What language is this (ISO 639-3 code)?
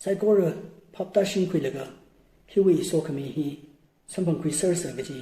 nmf